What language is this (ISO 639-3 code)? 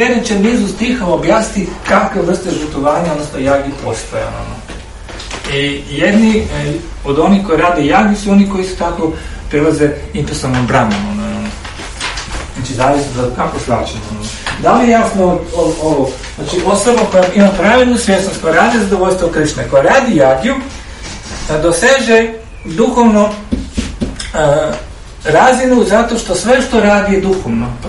hrv